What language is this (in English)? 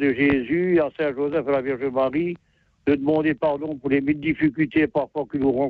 French